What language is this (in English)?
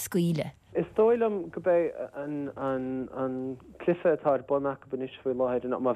Irish